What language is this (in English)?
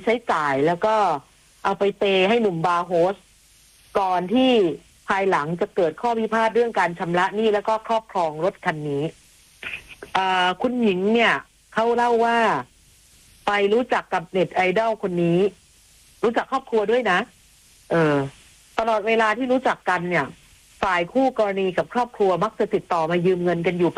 Thai